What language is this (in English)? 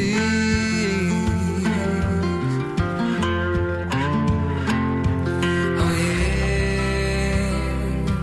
Icelandic